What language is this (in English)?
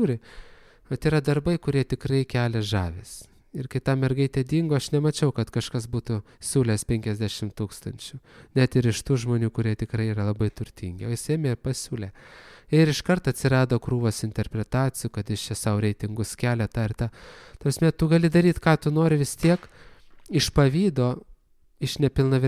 Lithuanian